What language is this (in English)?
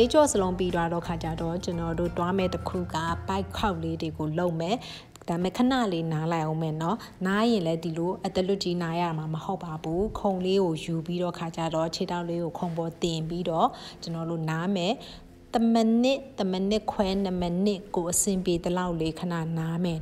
Burmese